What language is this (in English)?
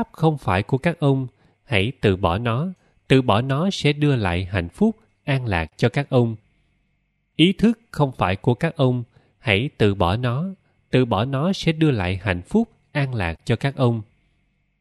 Vietnamese